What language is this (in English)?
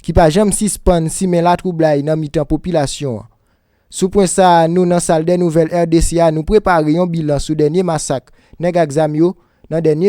Haitian Creole